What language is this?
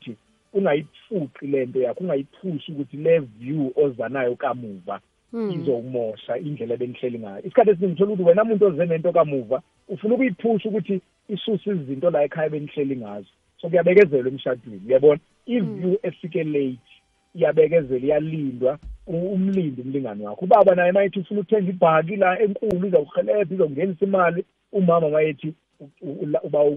South Ndebele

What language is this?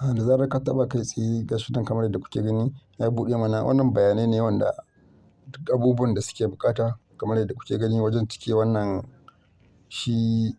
Hausa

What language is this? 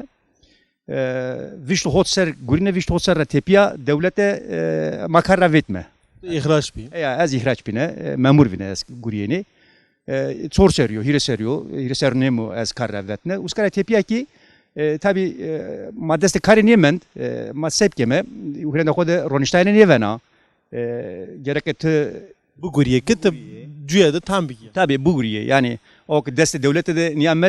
Zaza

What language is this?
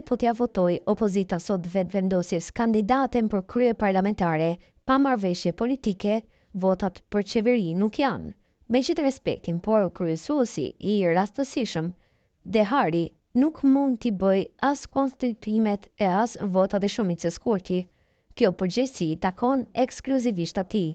Albanian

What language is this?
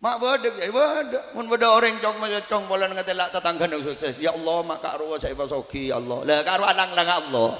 Madurese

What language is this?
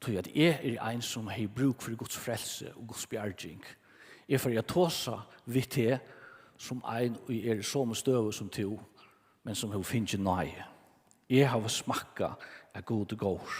Faroese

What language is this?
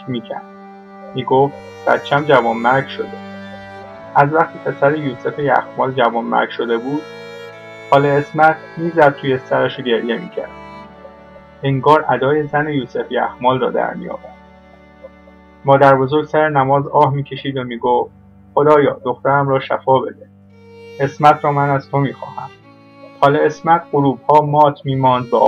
Persian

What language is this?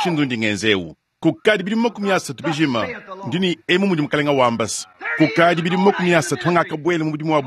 Luba-Lulua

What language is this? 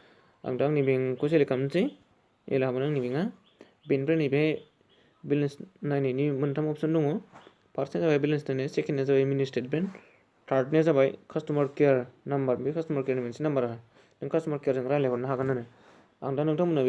Bodo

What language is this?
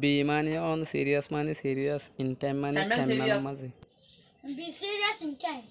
Rohingya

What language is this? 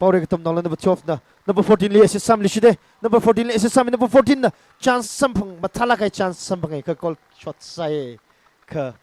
Tangkhul Naga (India)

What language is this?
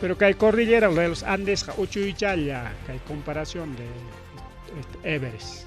Ayacucho Quechua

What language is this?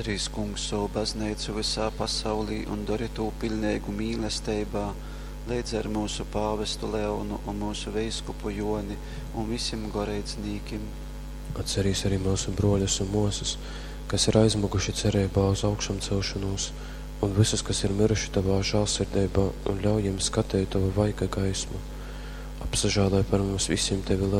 Latgalian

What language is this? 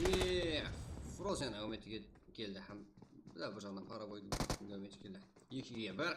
Kara-Kalpak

